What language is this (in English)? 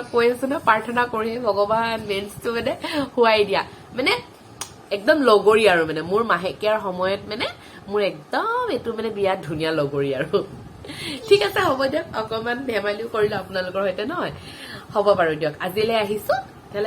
Assamese